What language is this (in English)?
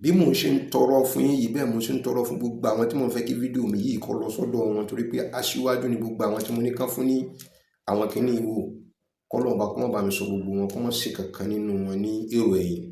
Yoruba